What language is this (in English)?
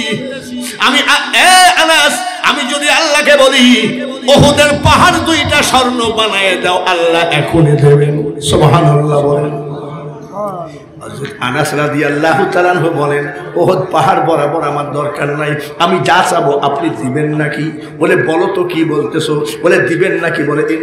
Bangla